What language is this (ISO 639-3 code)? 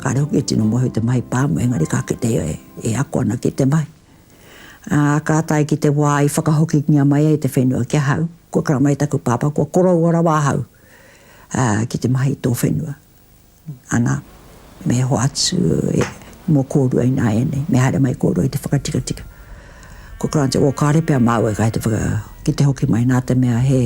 mri